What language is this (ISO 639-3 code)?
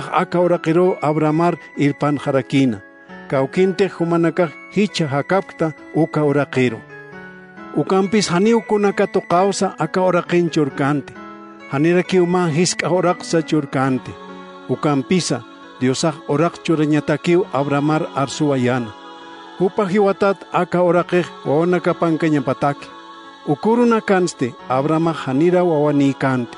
aym